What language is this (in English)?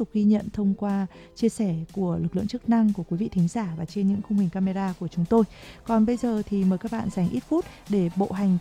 Vietnamese